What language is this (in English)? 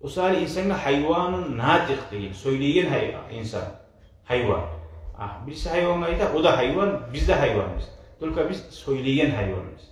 Kumyk